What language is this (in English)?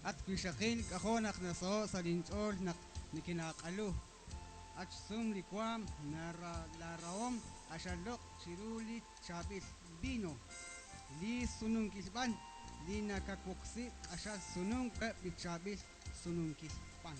Kekchí